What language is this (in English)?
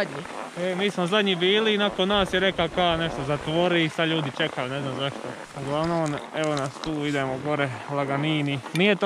Croatian